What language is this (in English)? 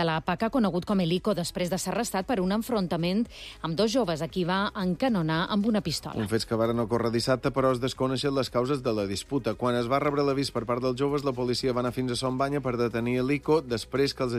Catalan